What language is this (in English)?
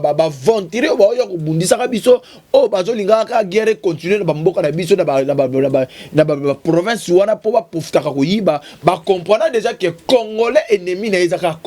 Lingala